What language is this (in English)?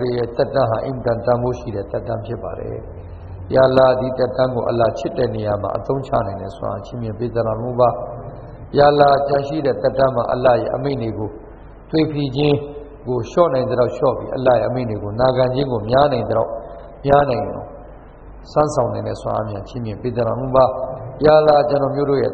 Burmese